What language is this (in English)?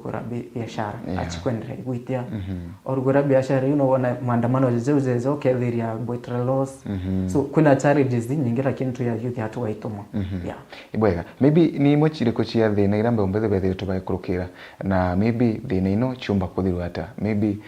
Meru